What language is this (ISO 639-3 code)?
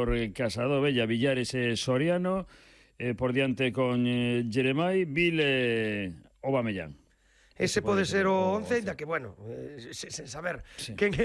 glg